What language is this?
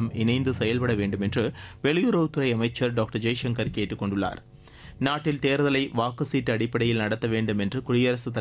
Tamil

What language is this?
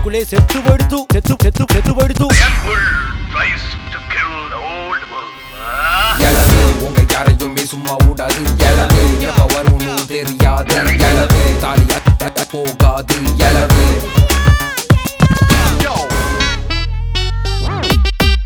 Tamil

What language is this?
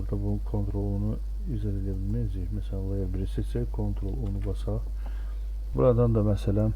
Azerbaijani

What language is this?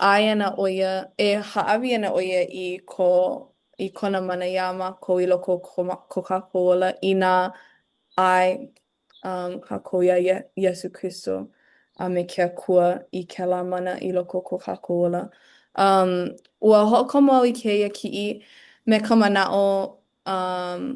Hawaiian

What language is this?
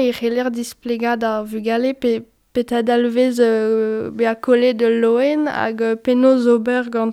Breton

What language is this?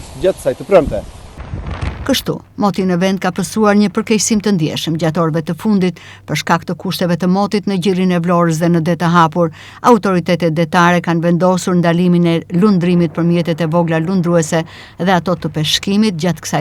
Albanian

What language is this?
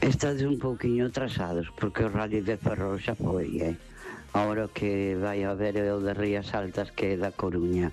Galician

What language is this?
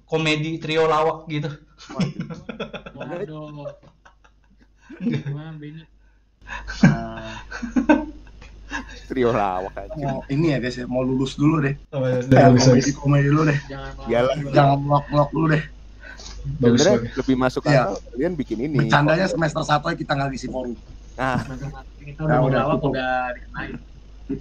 Indonesian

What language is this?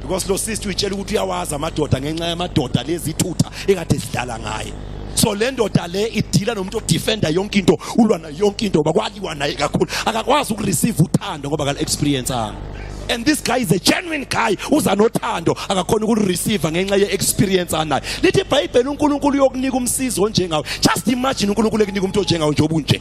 Zulu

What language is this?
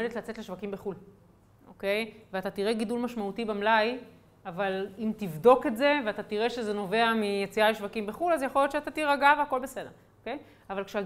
Hebrew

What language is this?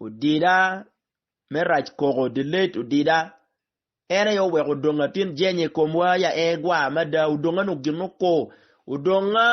Acoli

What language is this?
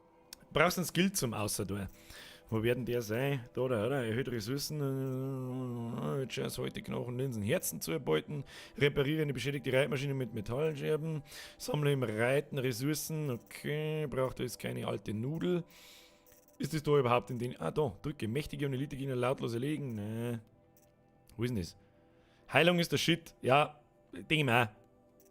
Bavarian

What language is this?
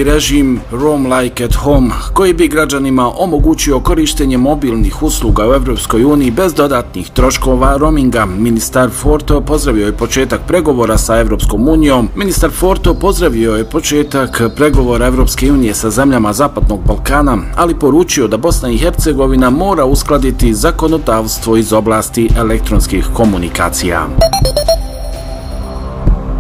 Bosnian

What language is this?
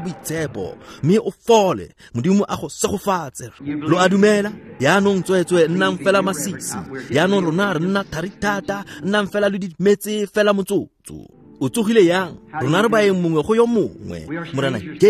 Tswana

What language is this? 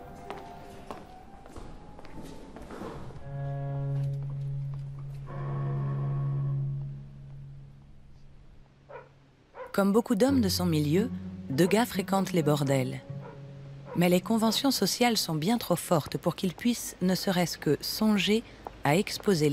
French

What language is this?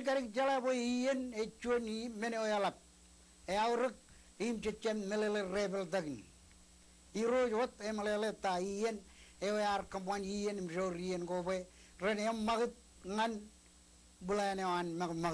Marshallese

